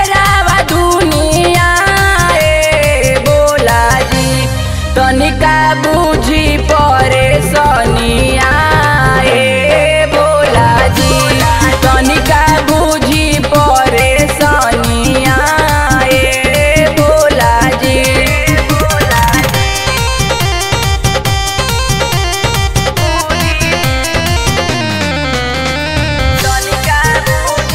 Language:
Bhojpuri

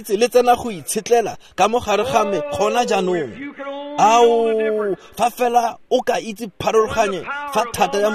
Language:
Tswana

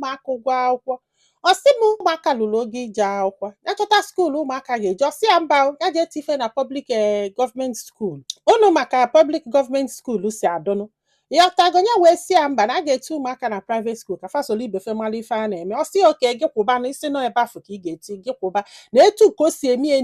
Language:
Igbo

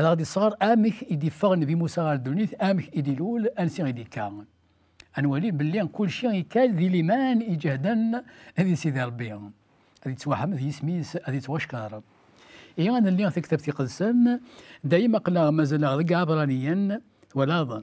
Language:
Kabyle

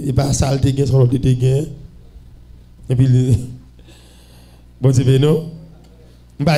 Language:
Haitian Creole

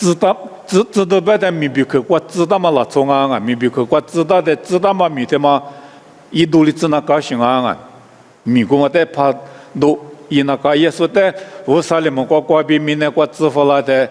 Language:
Lisu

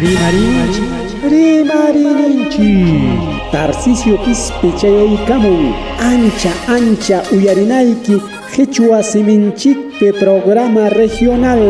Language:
Ayacucho Quechua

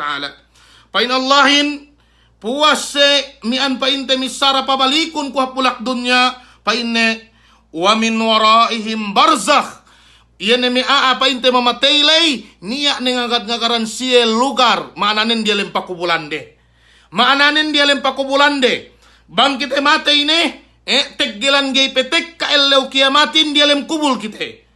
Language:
Yakan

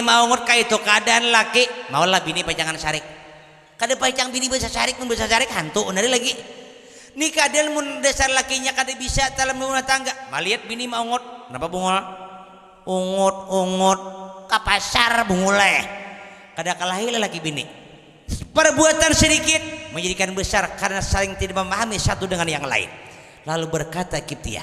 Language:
Banjar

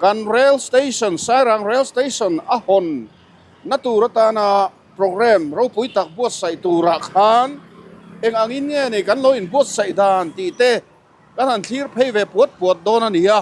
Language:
Mizo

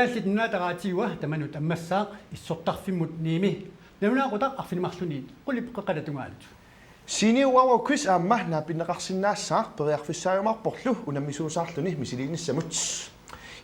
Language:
Kalaallisut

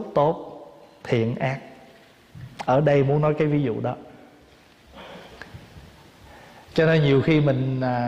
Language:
Vietnamese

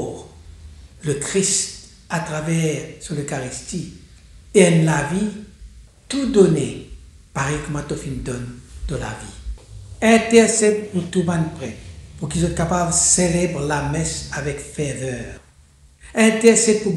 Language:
Morisyen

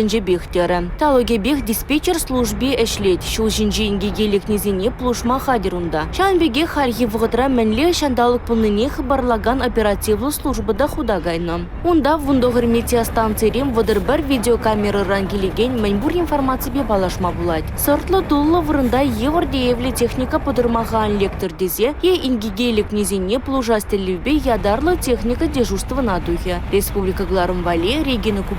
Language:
Chuvash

